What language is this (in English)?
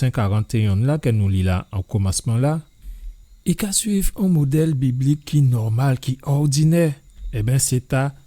Guadeloupean Creole French